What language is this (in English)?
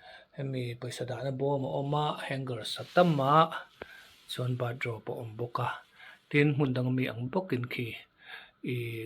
Mizo